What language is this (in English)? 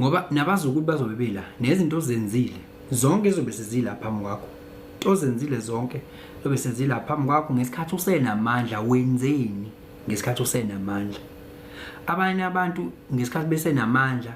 Zulu